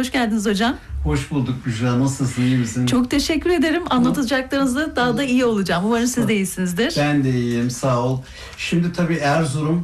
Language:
Turkish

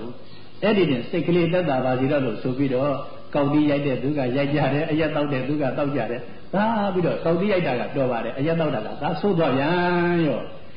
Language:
Burmese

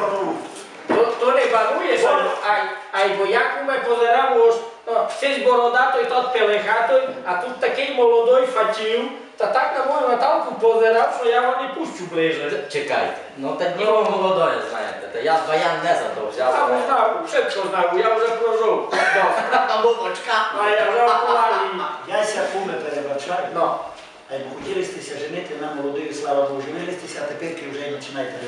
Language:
Rusyn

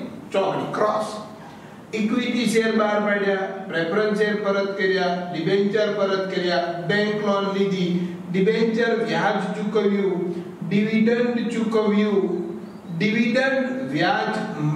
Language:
Gujarati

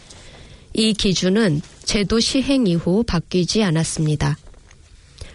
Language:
Korean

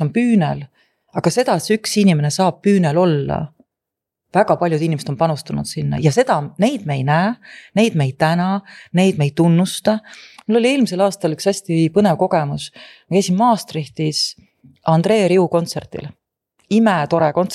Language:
Estonian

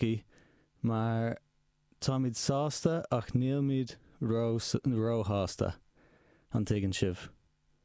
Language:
Irish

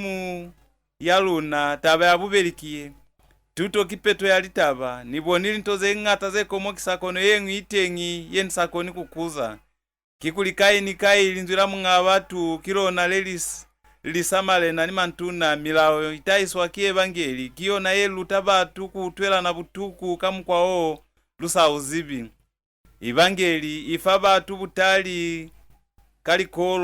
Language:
Lozi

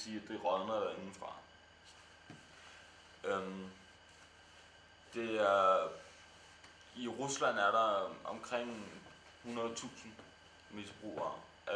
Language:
Danish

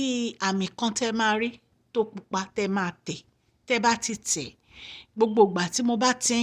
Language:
Yoruba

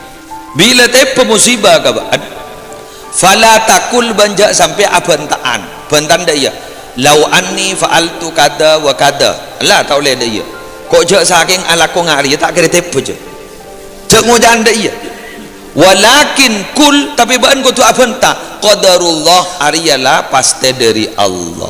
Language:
Madurese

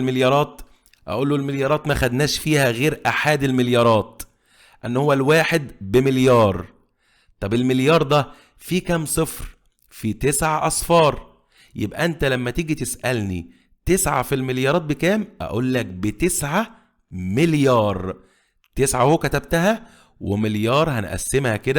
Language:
Egyptian Arabic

